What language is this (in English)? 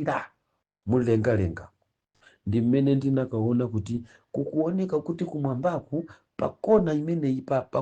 Nyanja